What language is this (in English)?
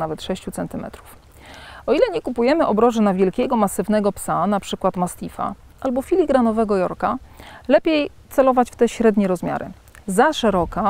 Polish